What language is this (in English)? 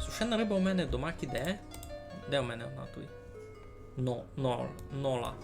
Rusyn